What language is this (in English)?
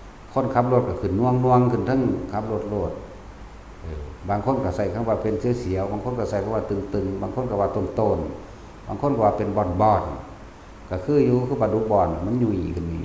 Northeastern Thai